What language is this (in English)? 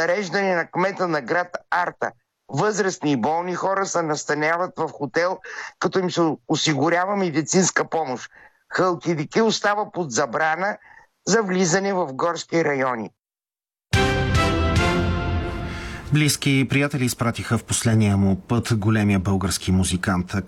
Bulgarian